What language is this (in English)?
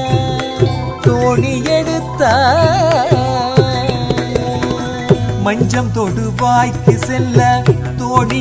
Tamil